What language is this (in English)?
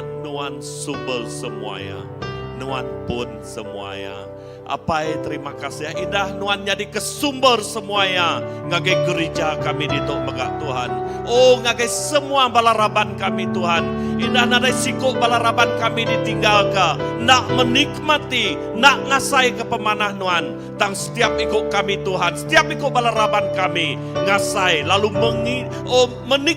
Iban